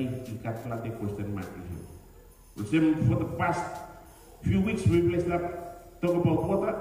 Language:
Bislama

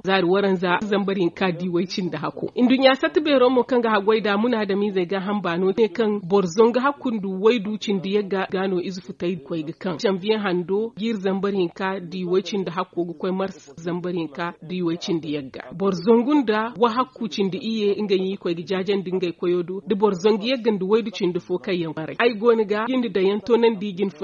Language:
Zarma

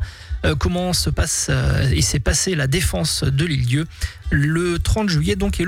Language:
French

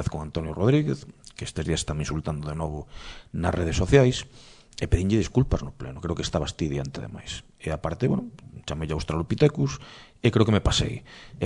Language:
Galician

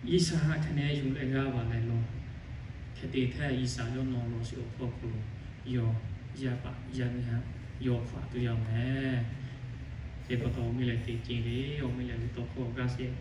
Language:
Lahu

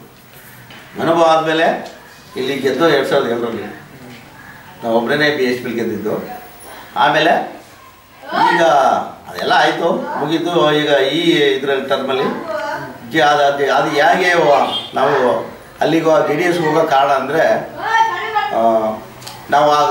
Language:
Kannada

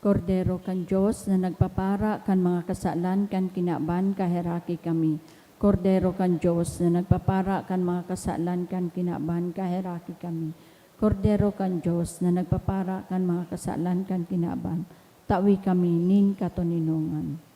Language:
Bikol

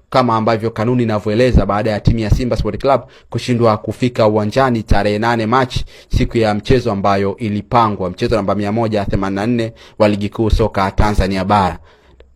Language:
Swahili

